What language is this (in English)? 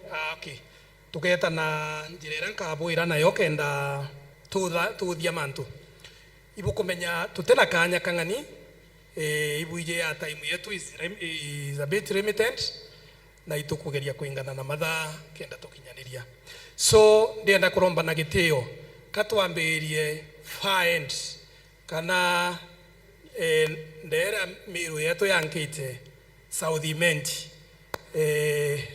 Meru